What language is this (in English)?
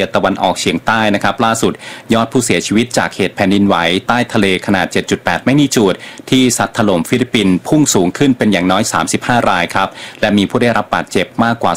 Thai